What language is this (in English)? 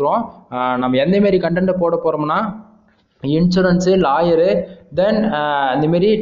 Tamil